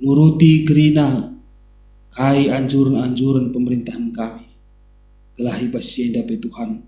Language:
Batak Karo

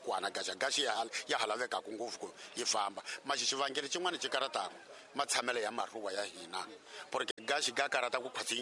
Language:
Tsonga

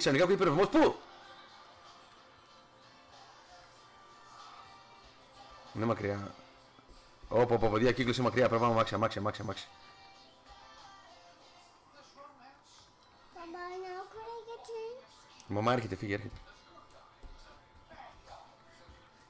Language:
Greek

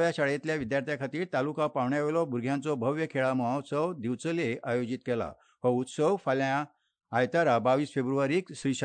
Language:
Konkani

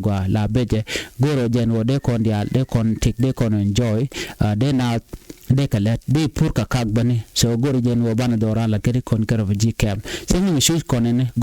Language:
Nuer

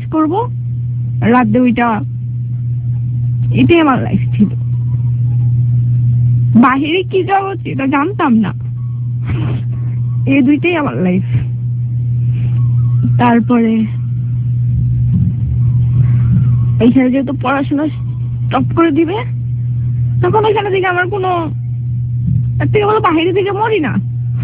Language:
Bangla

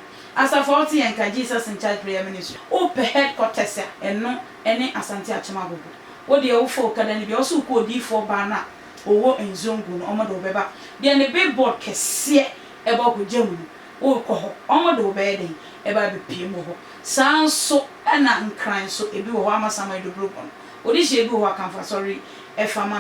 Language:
Akan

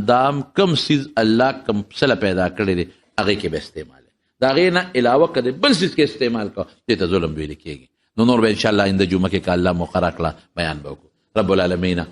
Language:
Pashto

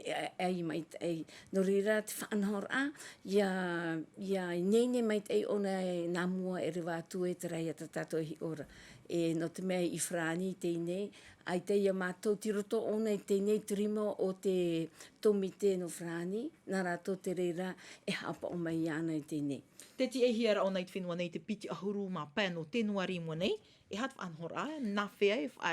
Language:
Tahitian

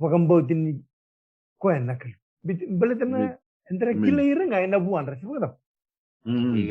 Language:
Fijian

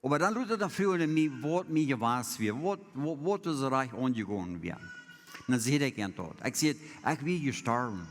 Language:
Plautdietsch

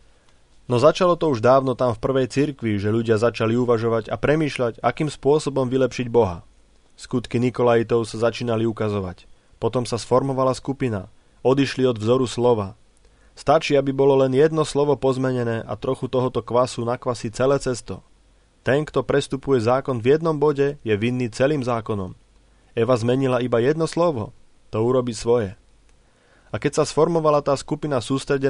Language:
Slovak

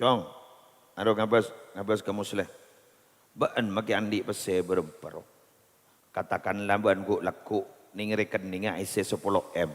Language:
Madurese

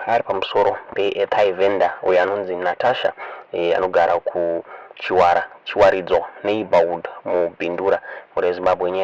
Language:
Shona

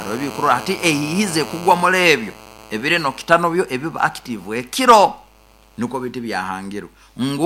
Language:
Nyankole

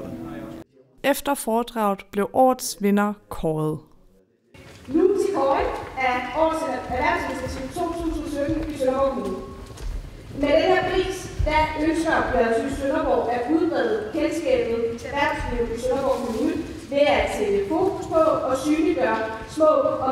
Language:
Danish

